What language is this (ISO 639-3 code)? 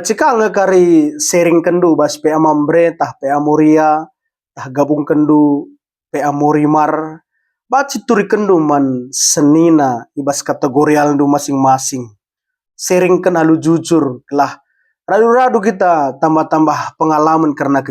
btx